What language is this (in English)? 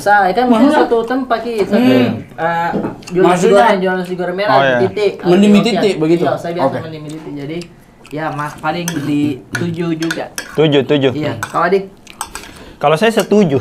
Makassar Malay